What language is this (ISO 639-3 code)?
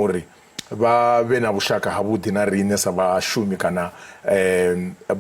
ven